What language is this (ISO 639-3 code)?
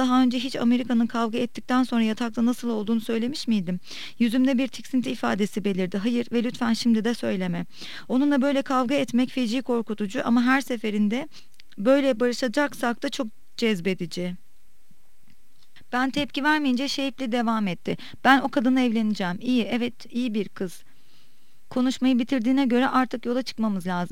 tur